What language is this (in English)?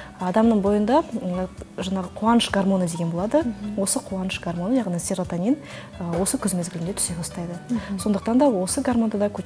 Kazakh